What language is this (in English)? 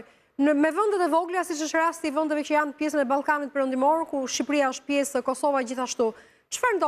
Albanian